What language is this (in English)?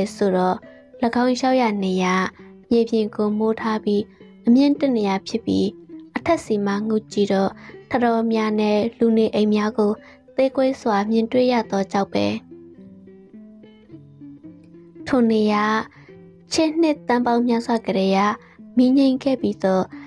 Burmese